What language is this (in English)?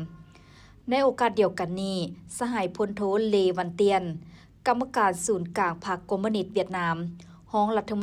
Lao